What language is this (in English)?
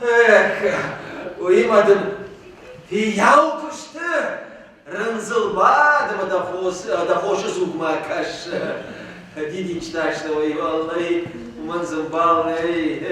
Ossetic